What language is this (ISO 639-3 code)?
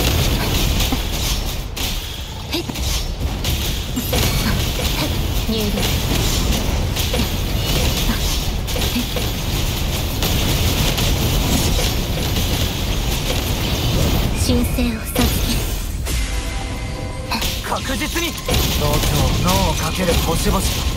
jpn